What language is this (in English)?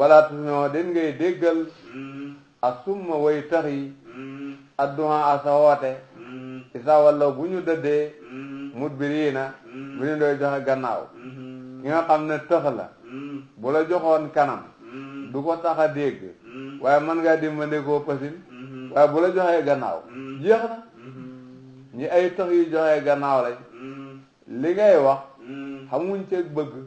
Wolof